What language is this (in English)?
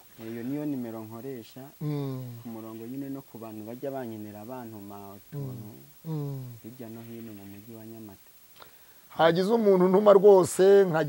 Kinyarwanda